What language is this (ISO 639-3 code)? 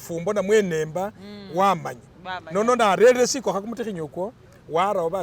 myx